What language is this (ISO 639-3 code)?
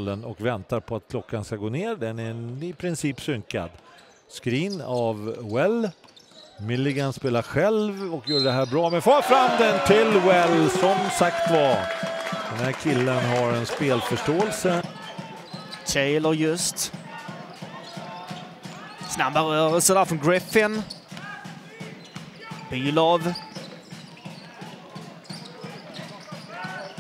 swe